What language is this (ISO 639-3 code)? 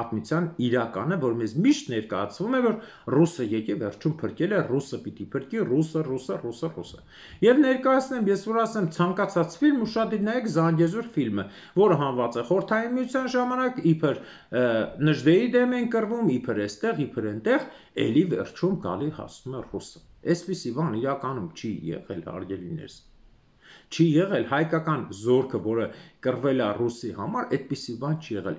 hye